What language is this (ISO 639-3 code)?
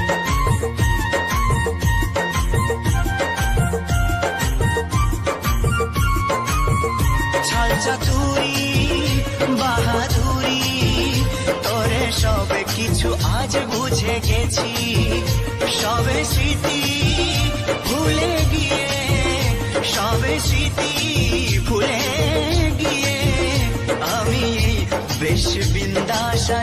ben